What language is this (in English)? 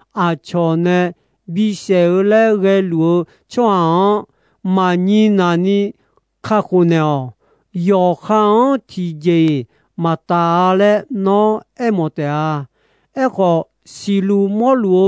Akha